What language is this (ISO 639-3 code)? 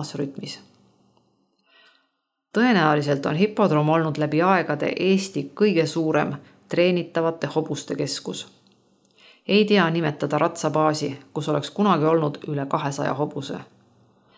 est